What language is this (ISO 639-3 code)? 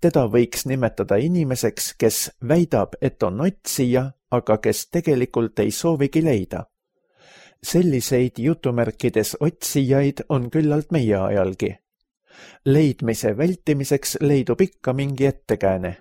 est